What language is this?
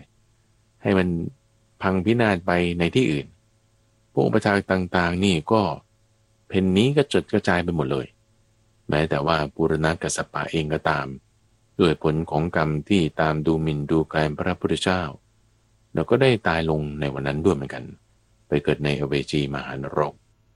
Thai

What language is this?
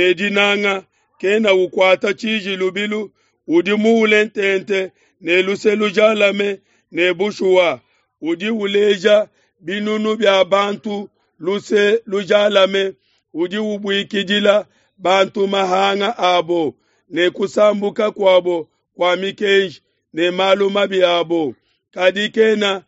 Luba-Lulua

